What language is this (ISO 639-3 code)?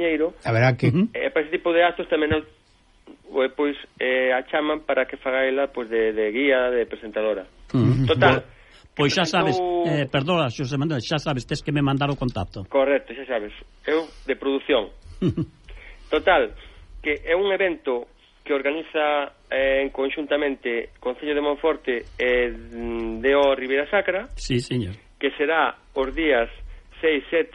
glg